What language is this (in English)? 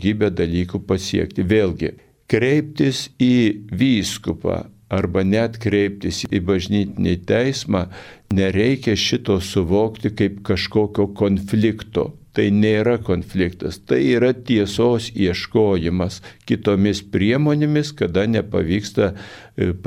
Lithuanian